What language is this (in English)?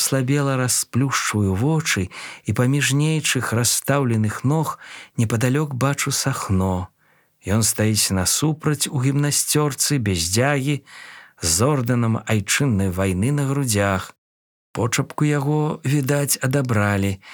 Belarusian